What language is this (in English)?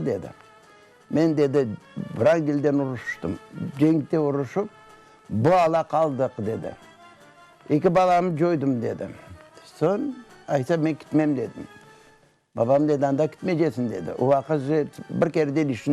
Crimean Tatar